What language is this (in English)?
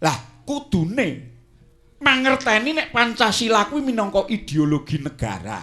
Javanese